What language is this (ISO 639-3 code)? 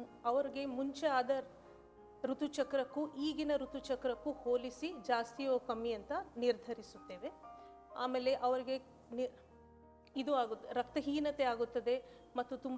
kan